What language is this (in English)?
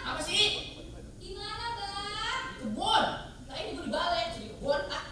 Betawi